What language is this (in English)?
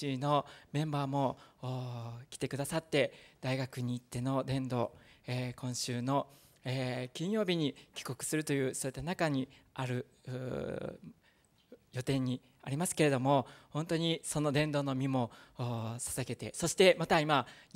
Japanese